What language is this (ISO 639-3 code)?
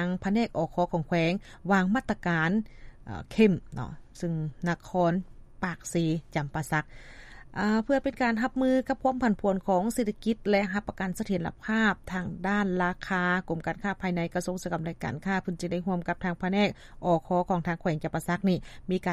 lao